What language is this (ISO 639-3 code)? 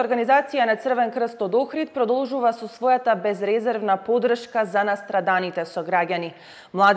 mkd